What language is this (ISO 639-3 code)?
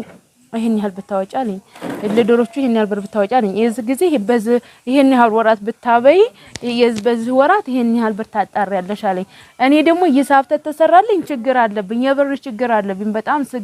amh